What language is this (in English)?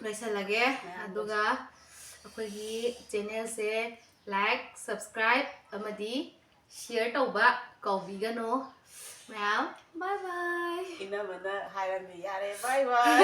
Manipuri